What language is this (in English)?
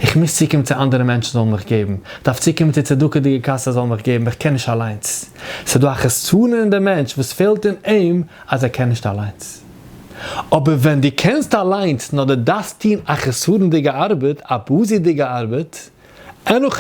Yiddish